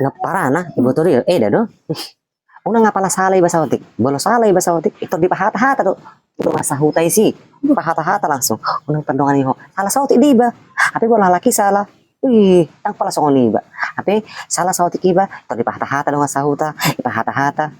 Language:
Batak Toba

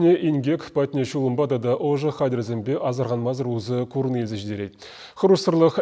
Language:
Chuvash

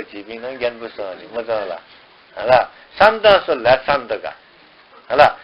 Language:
Newari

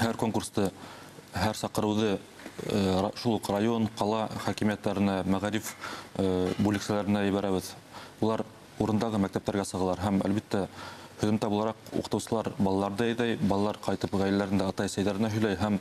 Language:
Bashkir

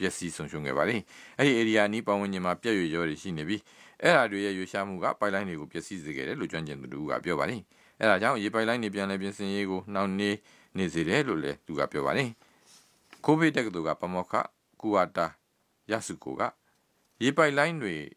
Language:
Burmese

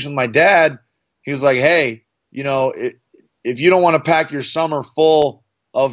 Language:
English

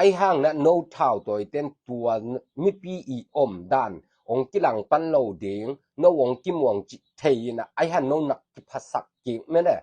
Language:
Tedim Chin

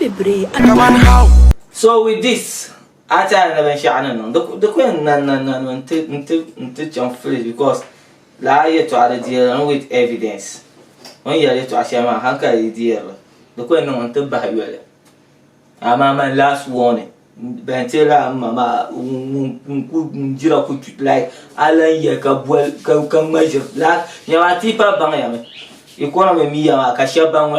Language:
Dagbani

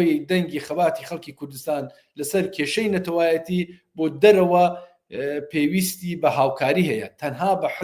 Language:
Central Kurdish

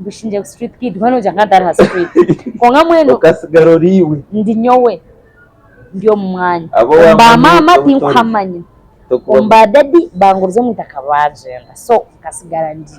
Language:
Nyankole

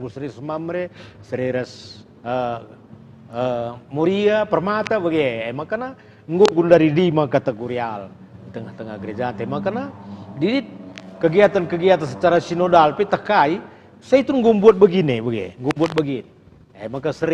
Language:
Batak Karo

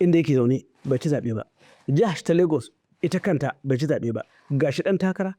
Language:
Hausa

